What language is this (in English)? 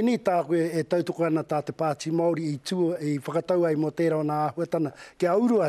Māori